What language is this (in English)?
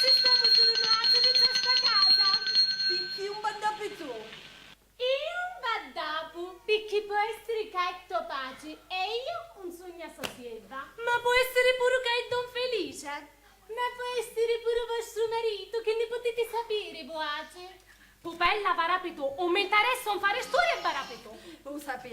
Sicilian